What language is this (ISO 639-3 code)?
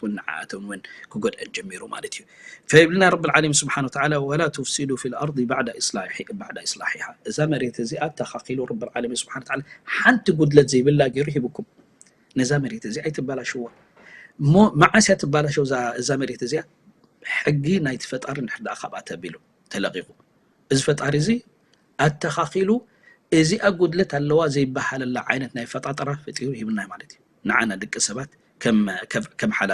tir